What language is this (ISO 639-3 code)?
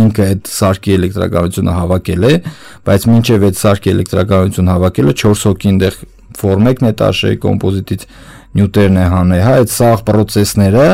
hye